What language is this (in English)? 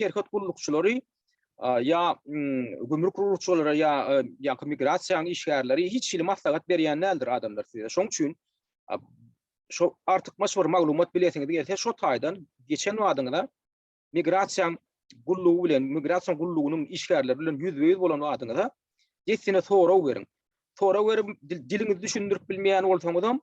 Turkmen